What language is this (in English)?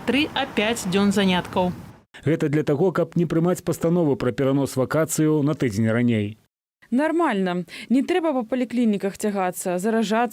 Belarusian